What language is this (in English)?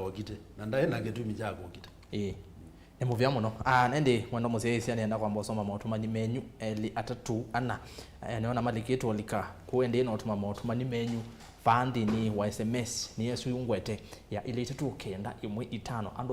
Kamba